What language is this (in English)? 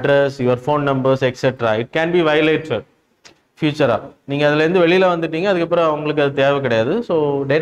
Tamil